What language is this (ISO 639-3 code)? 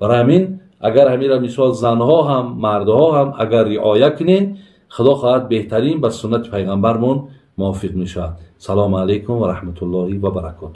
tgk